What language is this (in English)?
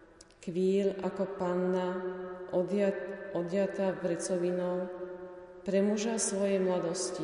Slovak